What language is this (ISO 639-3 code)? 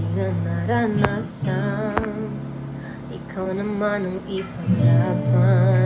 fil